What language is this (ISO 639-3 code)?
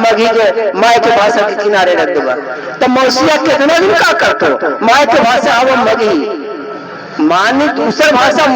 mag